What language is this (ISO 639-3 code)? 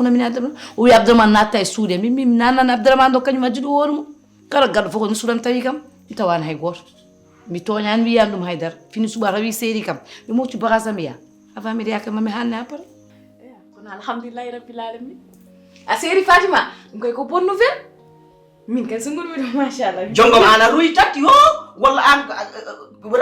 ful